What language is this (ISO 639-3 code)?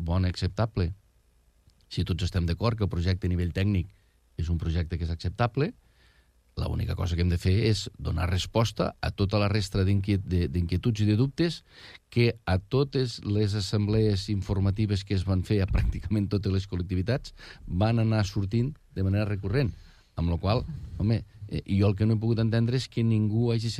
cat